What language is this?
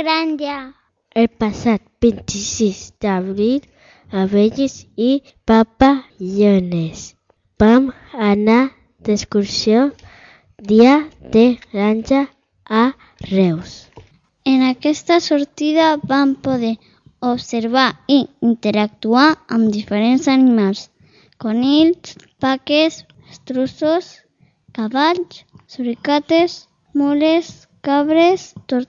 Catalan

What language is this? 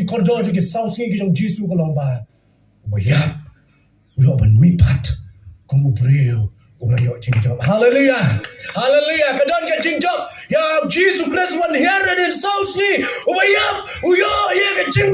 Khasi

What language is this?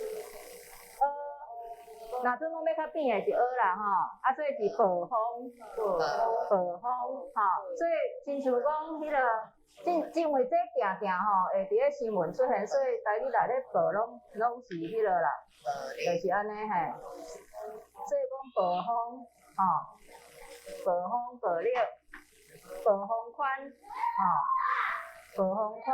Min Nan Chinese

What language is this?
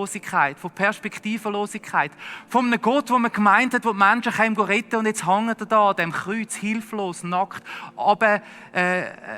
Swiss German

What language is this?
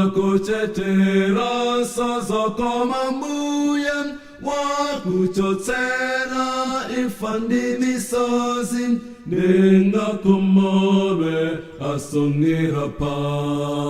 Nyanja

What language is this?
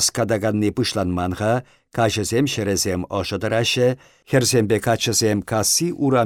Chuvash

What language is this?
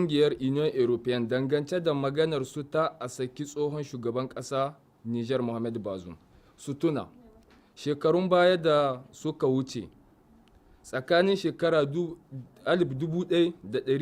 Hausa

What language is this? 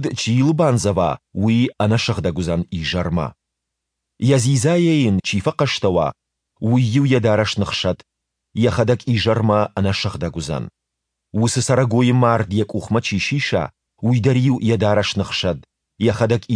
Ossetic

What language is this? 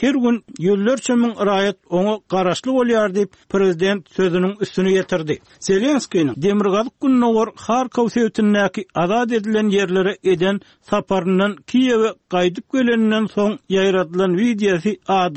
Turkmen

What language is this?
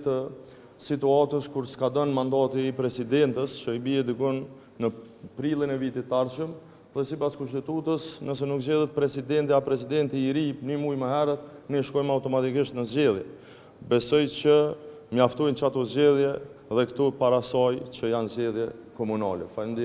Albanian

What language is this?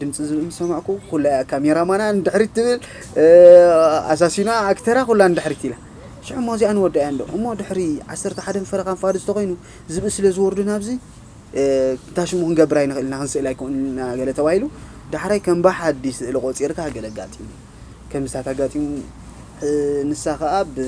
Tigrinya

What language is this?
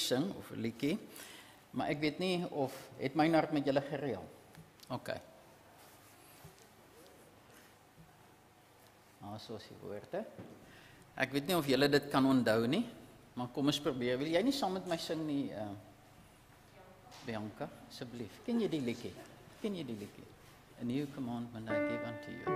Afrikaans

